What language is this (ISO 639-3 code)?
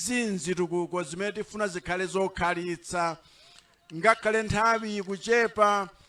nya